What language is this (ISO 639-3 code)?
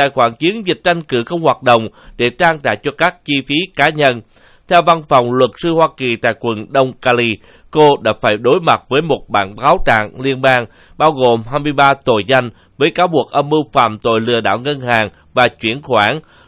vie